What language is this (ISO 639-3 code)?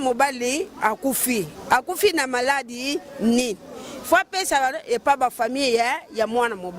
lin